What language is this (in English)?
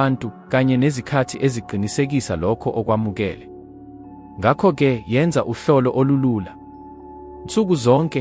Zulu